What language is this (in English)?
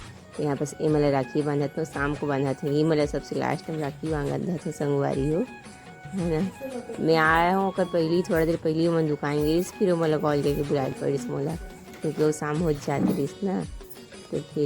Chhattisgarhi